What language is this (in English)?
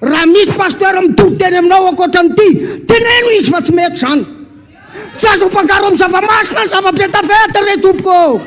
Malagasy